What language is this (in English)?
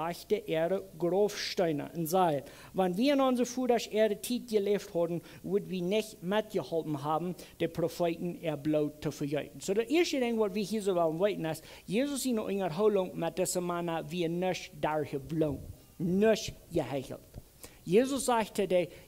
Plautdietsch